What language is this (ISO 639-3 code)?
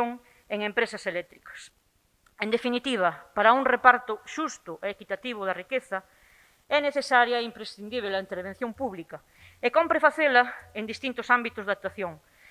glg